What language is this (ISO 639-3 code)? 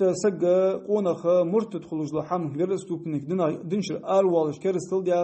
inh